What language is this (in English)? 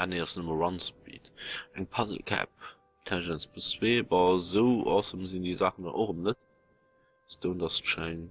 Luxembourgish